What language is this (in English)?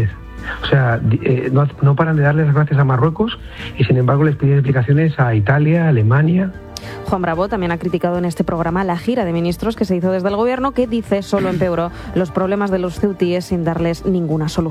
Spanish